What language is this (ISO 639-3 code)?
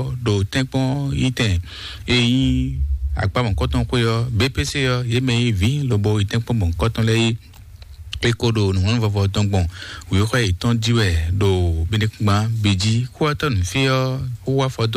fon